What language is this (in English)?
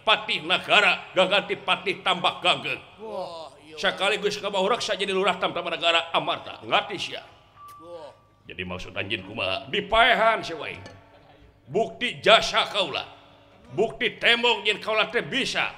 Sundanese